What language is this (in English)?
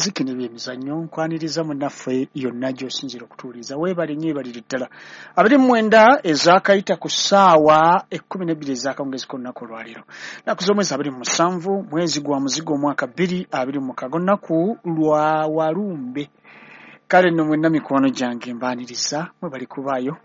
Ganda